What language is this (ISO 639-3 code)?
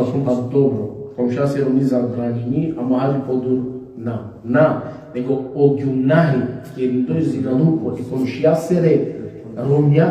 rmn